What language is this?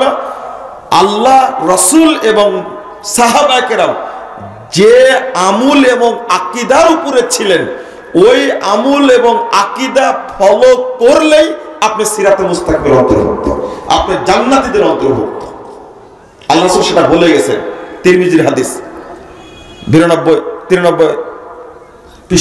Bangla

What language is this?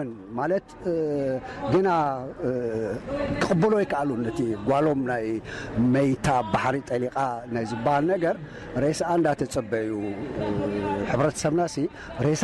Tigrinya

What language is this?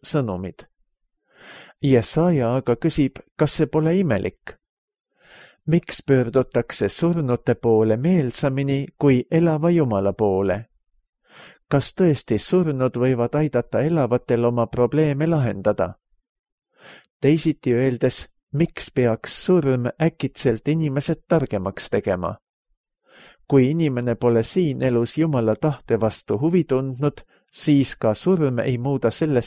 Estonian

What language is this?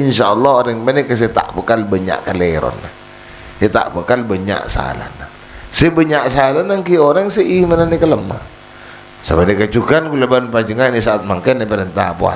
Madurese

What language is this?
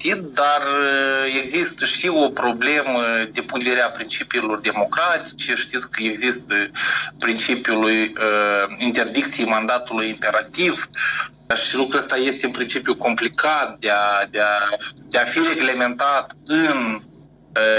Romanian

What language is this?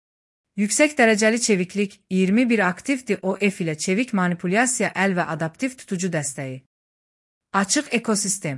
Azerbaijani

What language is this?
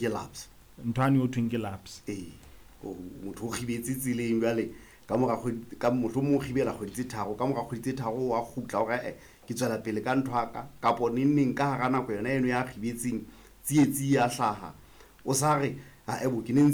Southern Sotho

